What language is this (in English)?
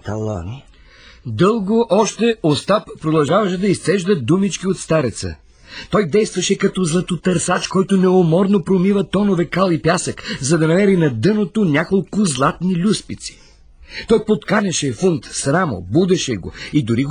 Bulgarian